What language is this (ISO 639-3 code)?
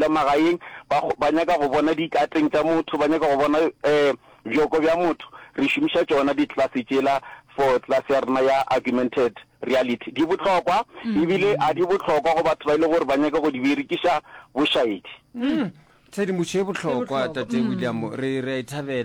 nso